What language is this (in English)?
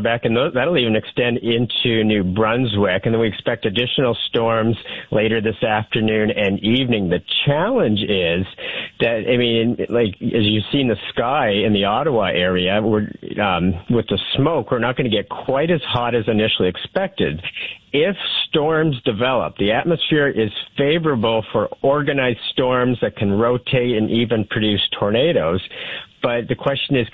English